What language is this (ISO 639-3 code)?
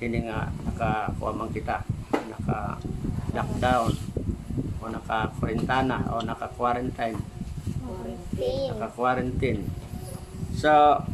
war